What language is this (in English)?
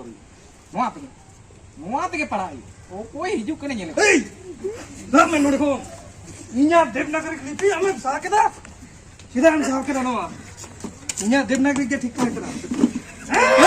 Santali